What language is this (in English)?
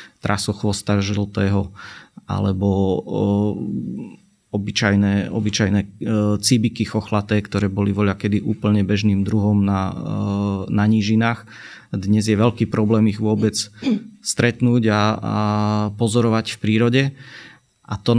Slovak